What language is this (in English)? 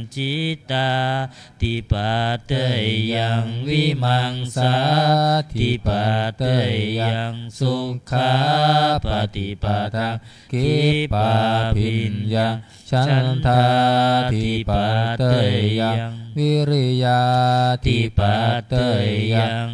Pali